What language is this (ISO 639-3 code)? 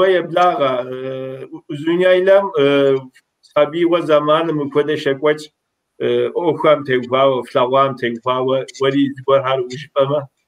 kbd